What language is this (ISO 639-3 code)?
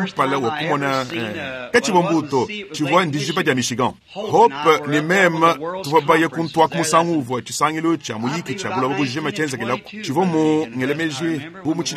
lua